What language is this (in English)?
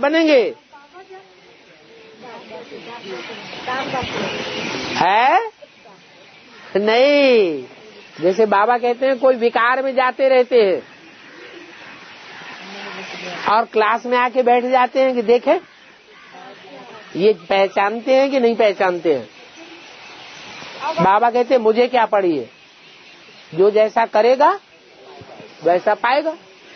Hindi